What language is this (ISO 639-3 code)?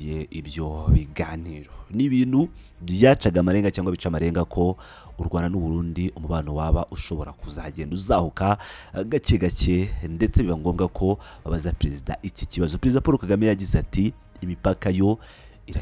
kin